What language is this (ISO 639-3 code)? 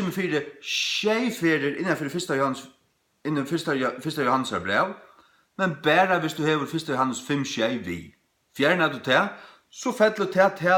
fao